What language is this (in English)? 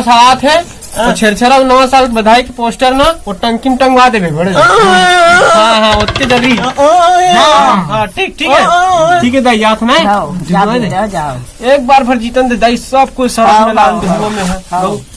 Chhattisgarhi